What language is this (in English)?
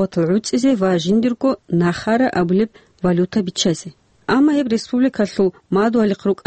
Avaric